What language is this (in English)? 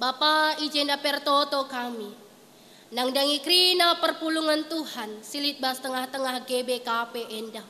Batak Karo